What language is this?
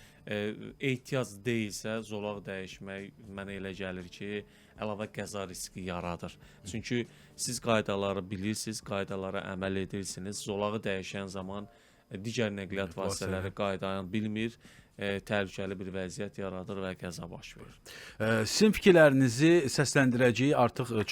Azerbaijani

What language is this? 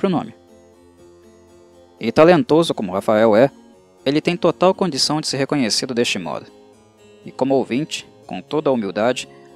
Portuguese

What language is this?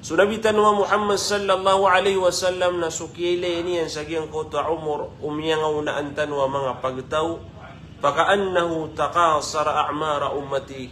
Maranao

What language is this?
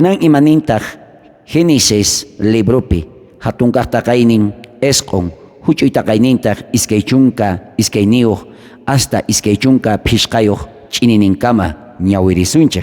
South Bolivian Quechua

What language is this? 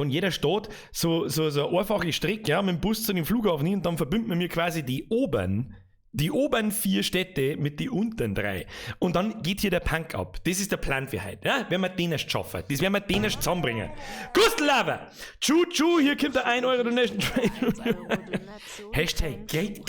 Bavarian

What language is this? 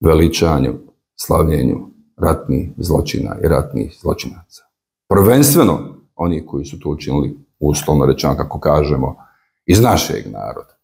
Bosnian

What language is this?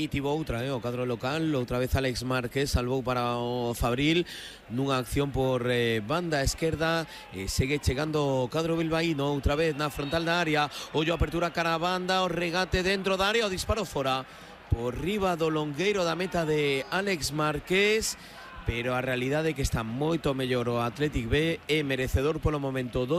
Galician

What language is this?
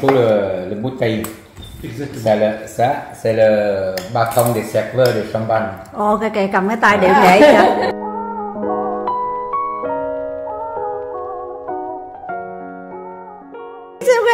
Vietnamese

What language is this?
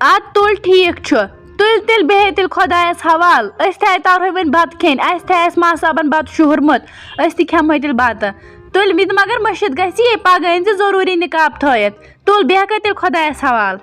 Kashmiri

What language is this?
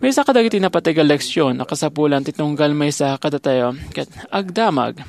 Iloko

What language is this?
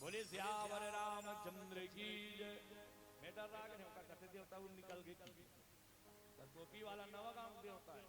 Chhattisgarhi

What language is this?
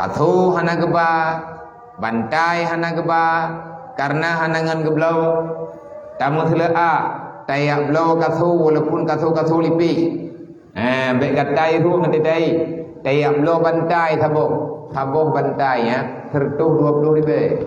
Achinese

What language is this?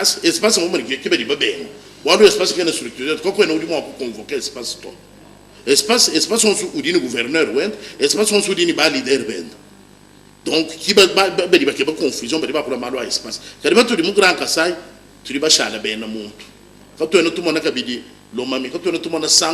Luba-Lulua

